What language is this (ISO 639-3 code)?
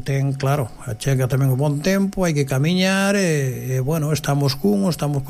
glg